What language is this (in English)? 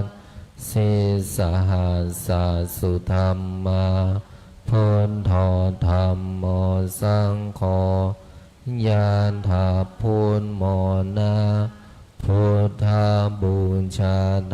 Pali